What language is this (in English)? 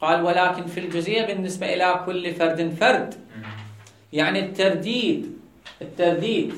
Mesopotamian Arabic